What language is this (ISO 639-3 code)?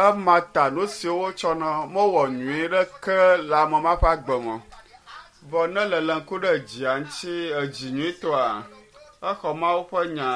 ewe